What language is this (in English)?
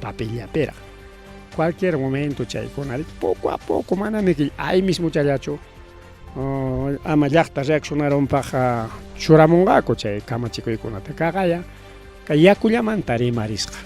Ayacucho Quechua